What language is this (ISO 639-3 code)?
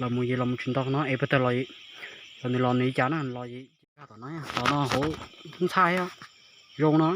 hmn